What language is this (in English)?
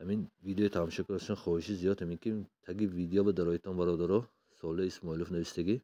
Tajik